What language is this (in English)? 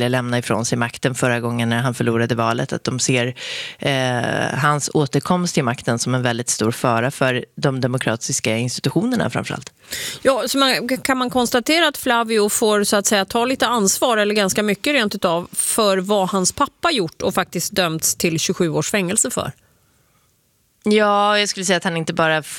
Swedish